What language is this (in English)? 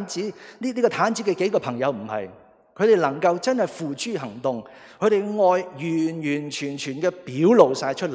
Cantonese